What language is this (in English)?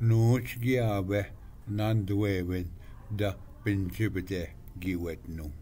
Ojibwa